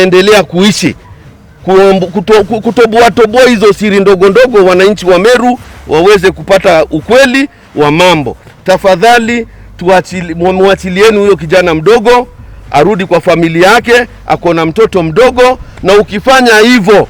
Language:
Meru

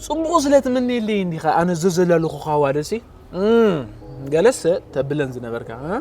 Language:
Tigrinya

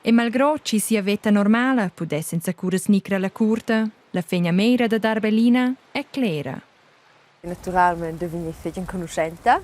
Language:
Romansh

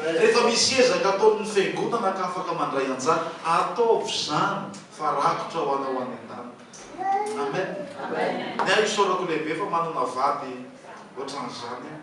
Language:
Malagasy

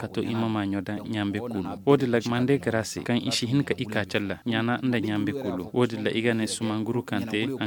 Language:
Koyraboro Senni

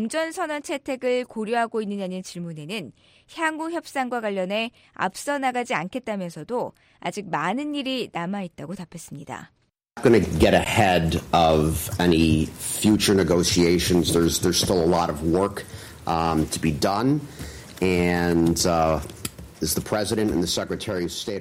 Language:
Korean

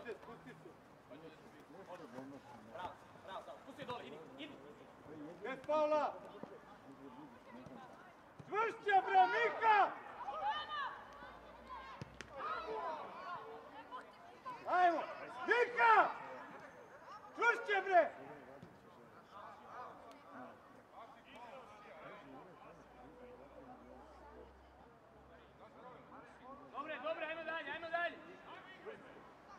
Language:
Serbian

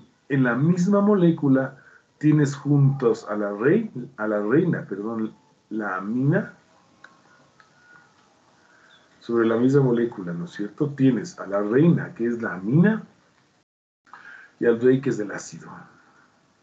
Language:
Spanish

